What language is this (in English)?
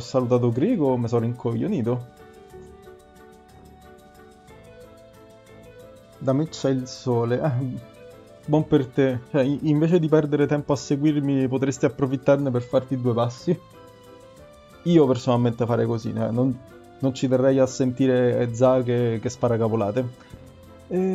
Italian